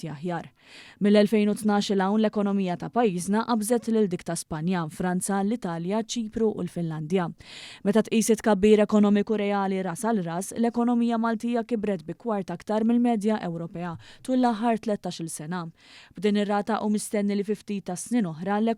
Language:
Maltese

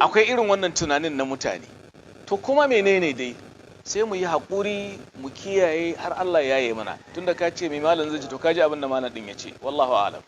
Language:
Hausa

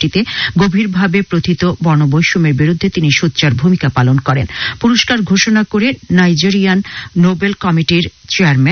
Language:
Bangla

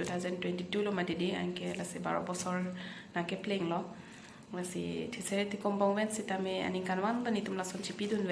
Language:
Karbi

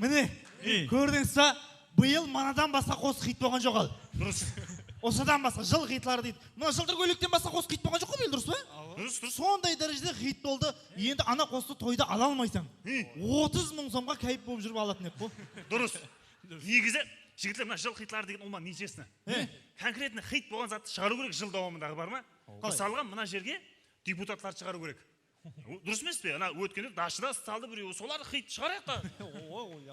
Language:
Kara-Kalpak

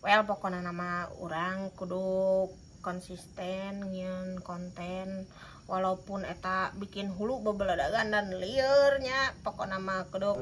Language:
Sundanese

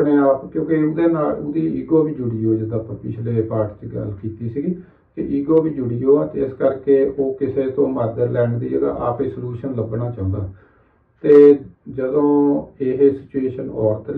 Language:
Punjabi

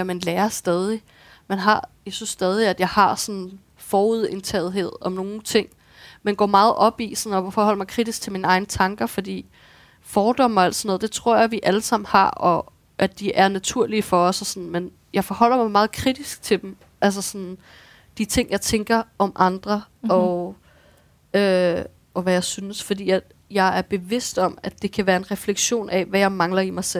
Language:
Danish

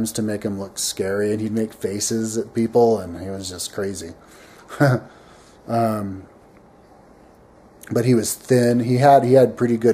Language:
English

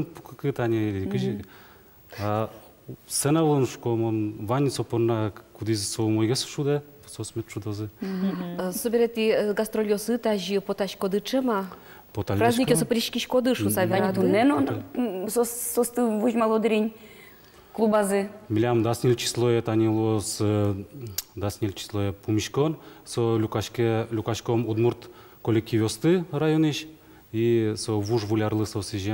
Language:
Udmurt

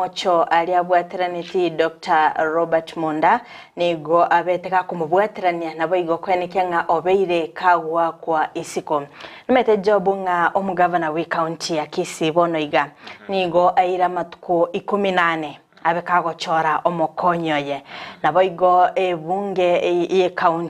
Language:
Gusii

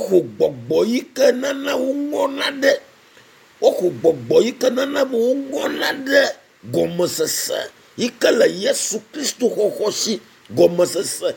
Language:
Ewe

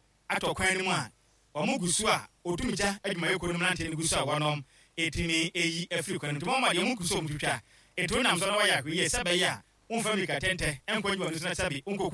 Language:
Akan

